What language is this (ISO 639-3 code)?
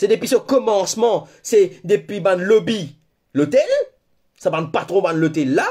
mfe